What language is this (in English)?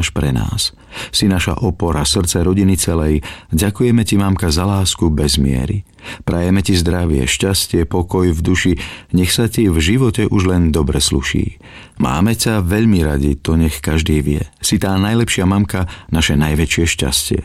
Slovak